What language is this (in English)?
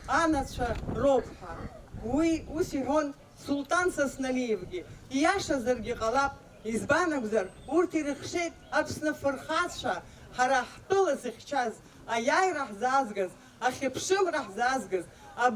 Abkhazian